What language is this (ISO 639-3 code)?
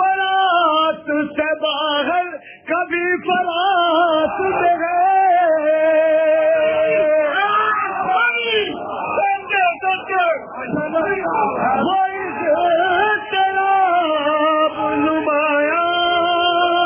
urd